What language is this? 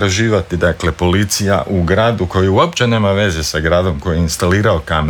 Croatian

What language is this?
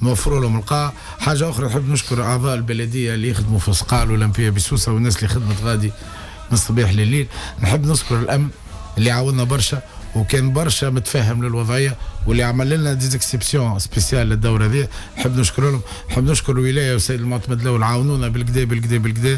Tunisian Arabic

